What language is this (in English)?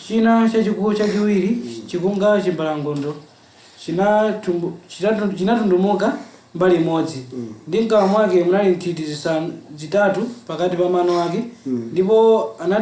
Nyanja